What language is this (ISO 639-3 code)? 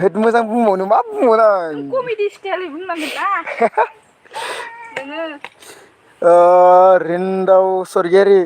brx